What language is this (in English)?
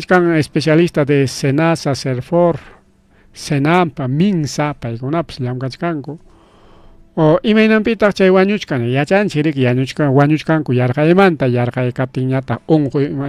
Ayacucho Quechua